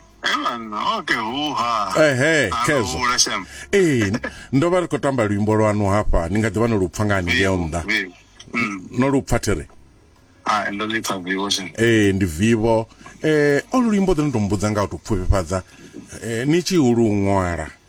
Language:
Venda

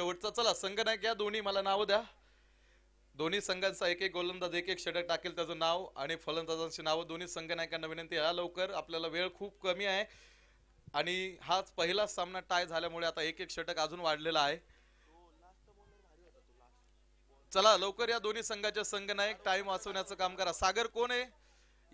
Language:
Marathi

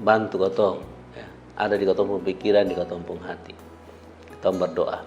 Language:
Kupang Malay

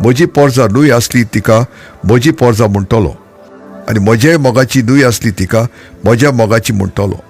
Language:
Konkani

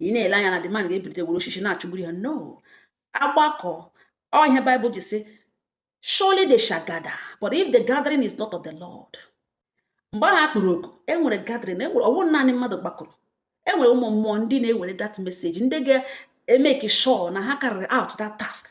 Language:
Igbo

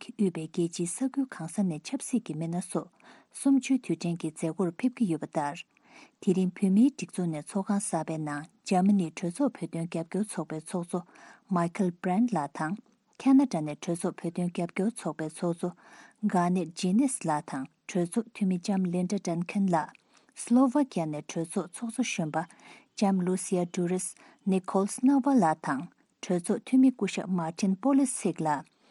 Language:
Tibetan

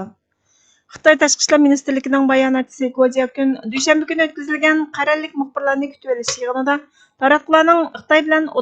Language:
Uyghur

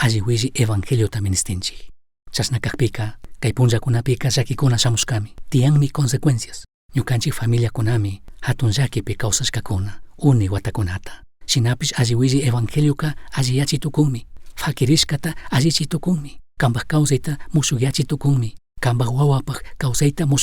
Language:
Chimborazo Highland Quichua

